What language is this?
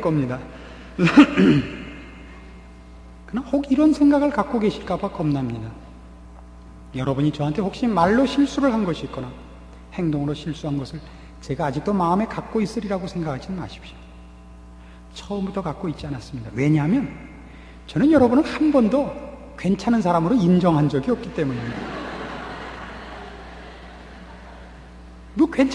Korean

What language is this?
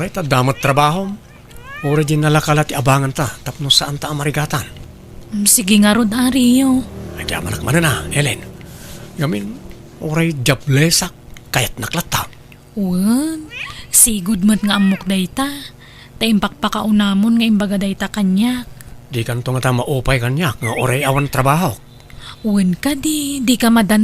Iloko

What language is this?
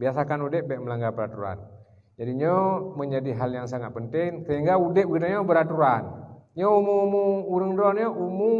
Achinese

